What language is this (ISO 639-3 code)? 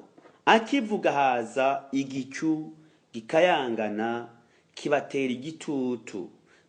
run